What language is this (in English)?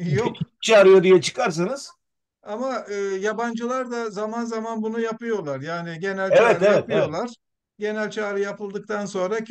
Turkish